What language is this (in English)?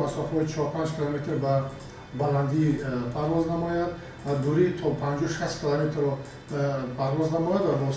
Tajik